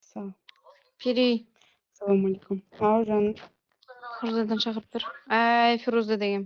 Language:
Kara-Kalpak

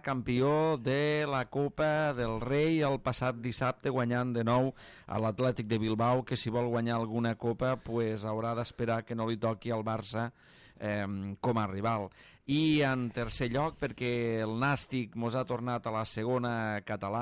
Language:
Catalan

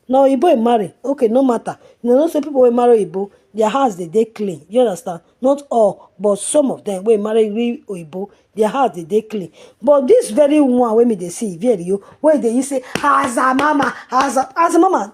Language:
Nigerian Pidgin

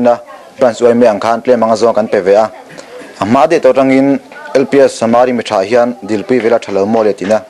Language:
Mizo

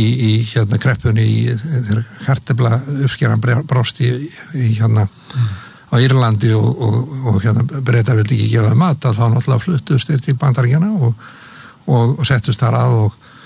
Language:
Icelandic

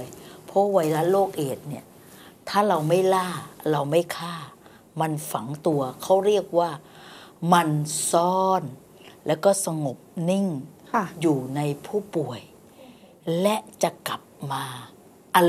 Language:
Thai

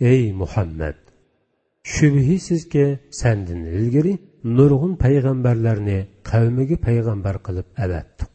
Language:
Uyghur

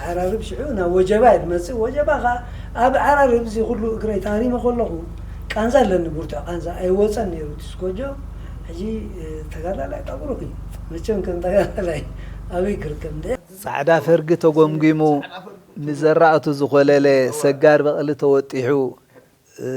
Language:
Tigrinya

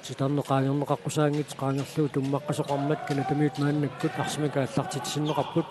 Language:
Kalaallisut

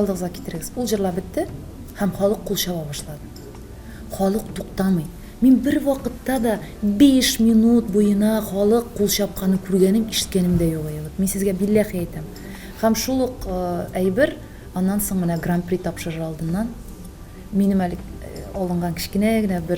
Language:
Tatar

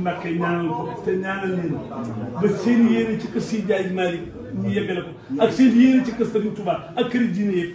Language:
Wolof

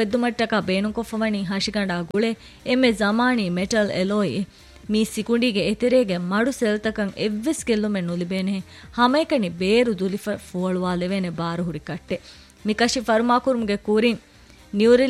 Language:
Divehi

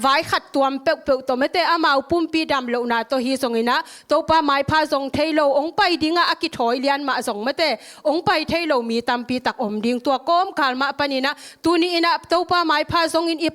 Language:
Tedim Chin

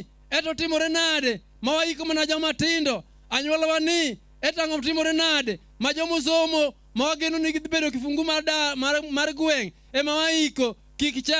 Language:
Luo (Kenya and Tanzania)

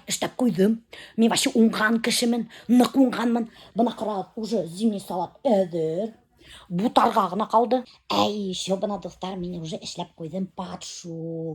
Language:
Bashkir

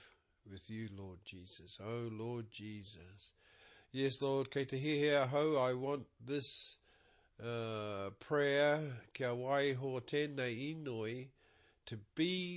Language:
Māori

